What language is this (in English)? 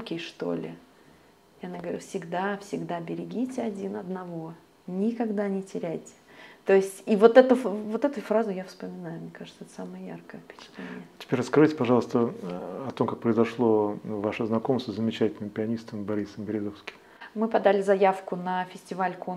Russian